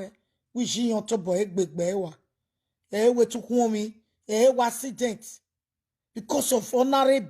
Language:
Nigerian Pidgin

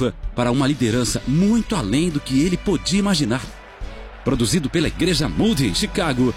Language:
Portuguese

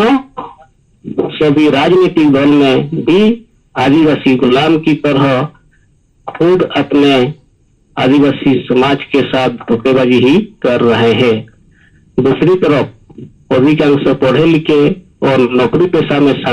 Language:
Santali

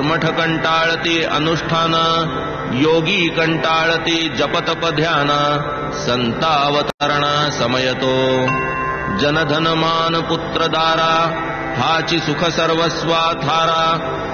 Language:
Marathi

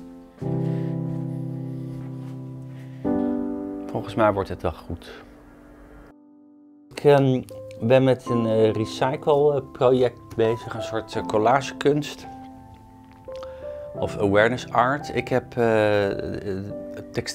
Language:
Dutch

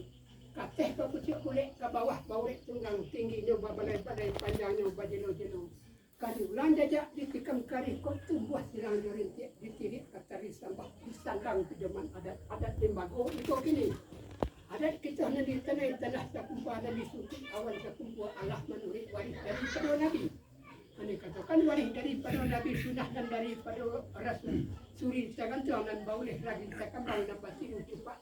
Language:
Minangkabau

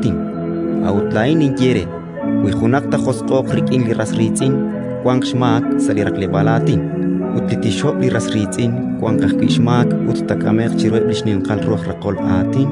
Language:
Kekchí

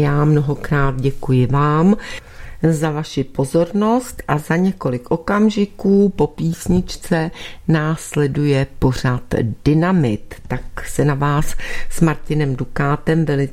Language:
Czech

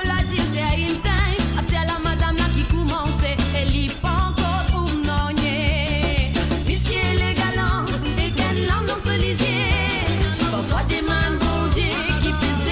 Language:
Morisyen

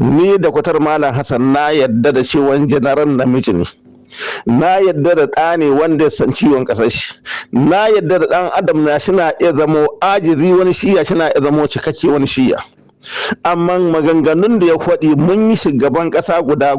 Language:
Hausa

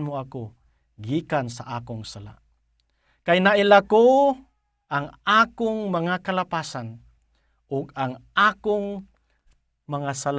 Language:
Cebuano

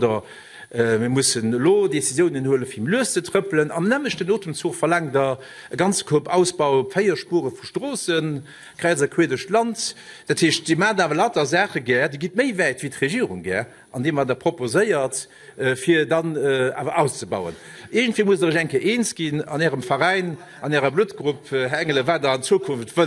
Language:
Luxembourgish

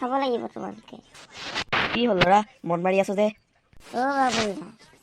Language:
Assamese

